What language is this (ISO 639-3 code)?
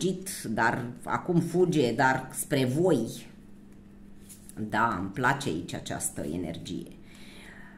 ron